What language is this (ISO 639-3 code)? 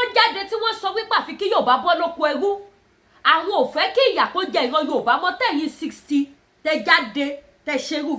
yor